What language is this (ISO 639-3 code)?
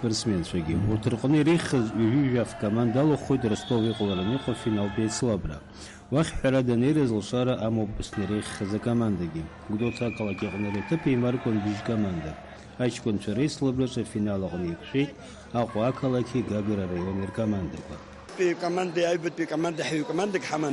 abk